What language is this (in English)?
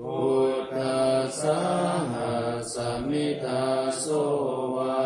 Pali